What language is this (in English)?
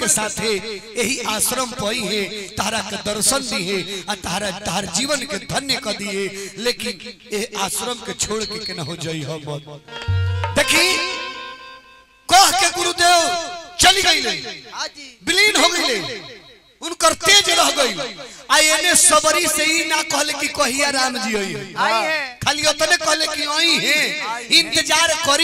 Bhojpuri